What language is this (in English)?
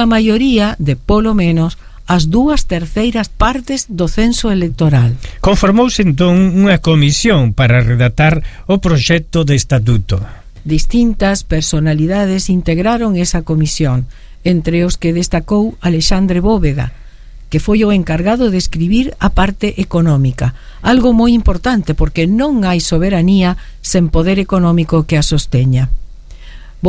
Galician